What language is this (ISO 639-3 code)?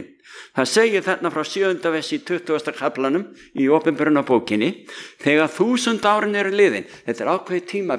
isl